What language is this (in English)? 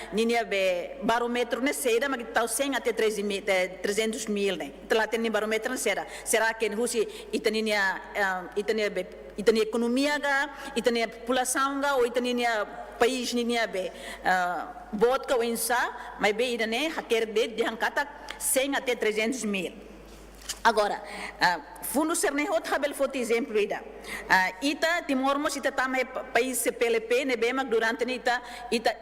Tetum